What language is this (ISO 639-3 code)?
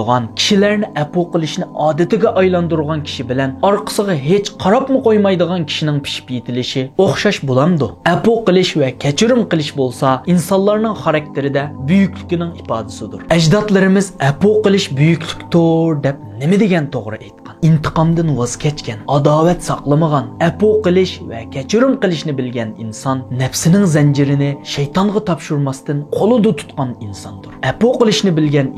uig